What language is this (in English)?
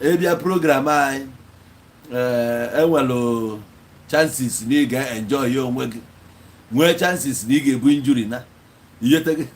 Igbo